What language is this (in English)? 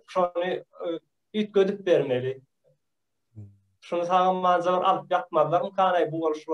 Turkmen